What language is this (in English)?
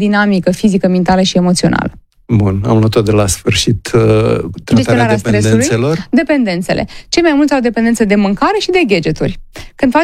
Romanian